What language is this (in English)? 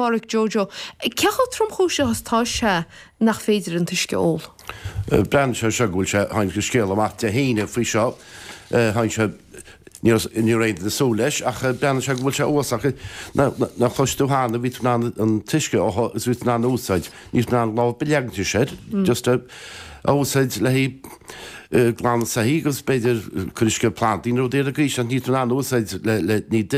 Irish